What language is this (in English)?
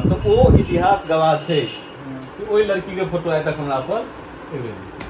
Maithili